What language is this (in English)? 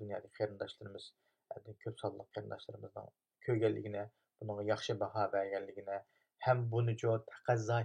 Uyghur